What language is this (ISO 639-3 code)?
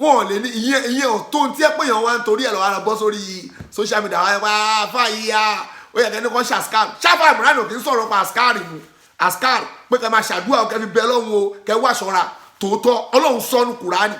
yor